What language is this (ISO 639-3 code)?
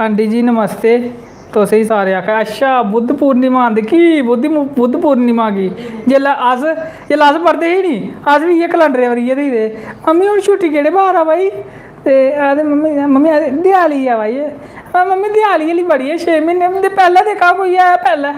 doi